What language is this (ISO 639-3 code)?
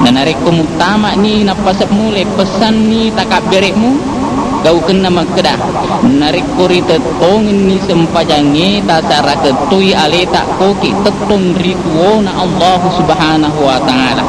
bug